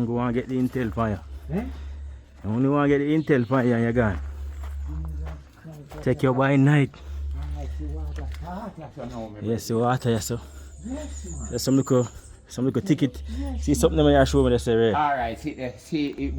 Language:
Jamaican Creole English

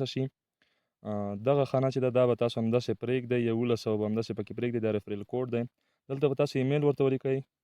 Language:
Pashto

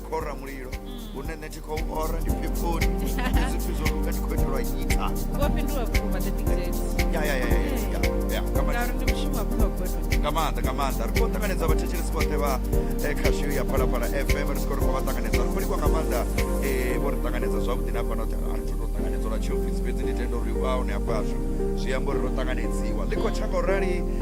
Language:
Venda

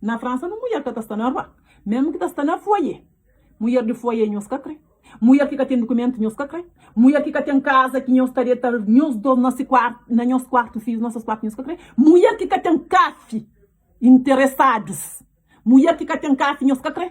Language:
Kabuverdianu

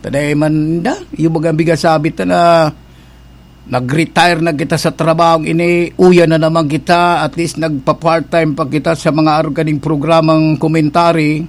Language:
Bikol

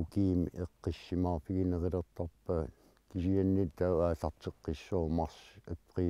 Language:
Kalaallisut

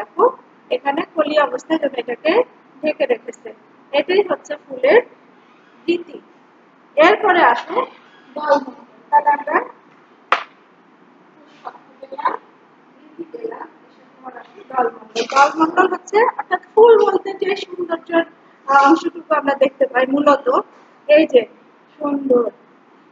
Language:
Bangla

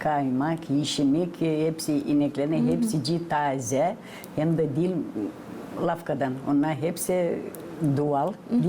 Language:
Gagauz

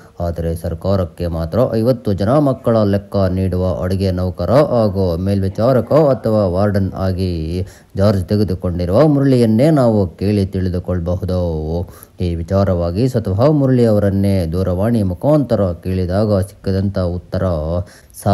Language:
Kannada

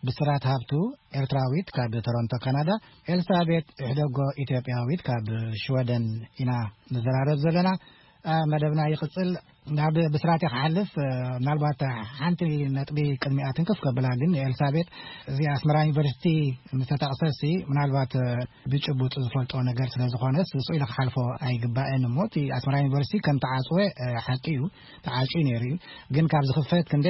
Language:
Tigrinya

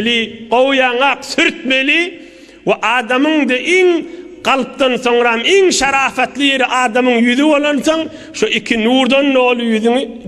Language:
Turkmen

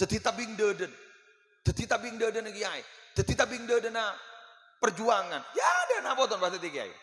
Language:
Madurese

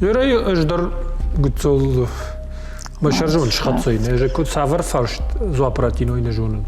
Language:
Ossetic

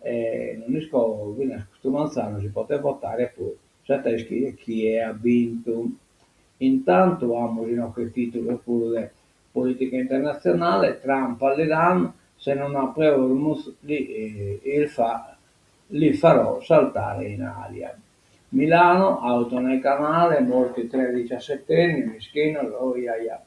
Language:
Sardinian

